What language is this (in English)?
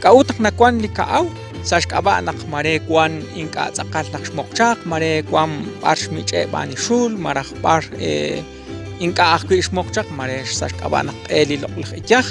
Kekchí